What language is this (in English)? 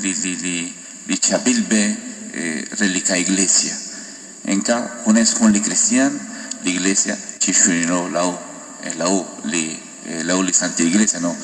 Kekchí